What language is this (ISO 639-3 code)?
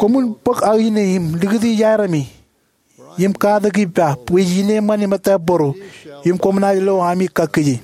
mah